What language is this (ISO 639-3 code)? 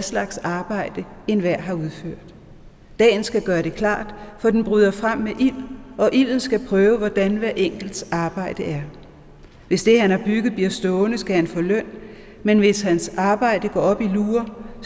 dan